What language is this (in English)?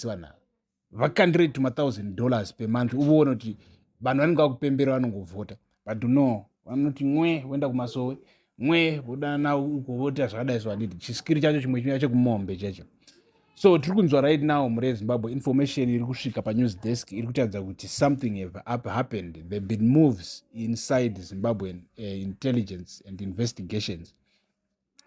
Shona